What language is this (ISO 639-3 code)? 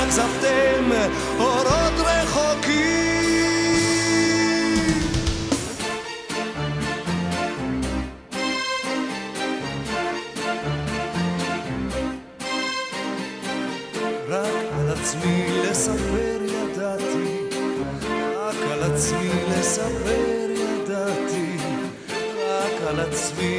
heb